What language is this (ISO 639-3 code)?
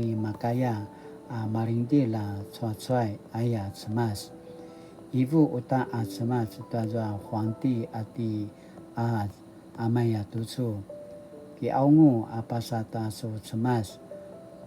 pwn